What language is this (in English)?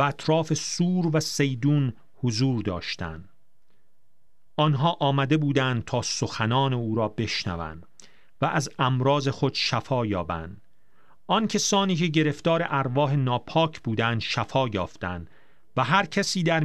Persian